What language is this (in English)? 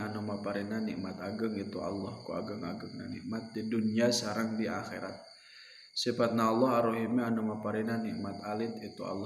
Sundanese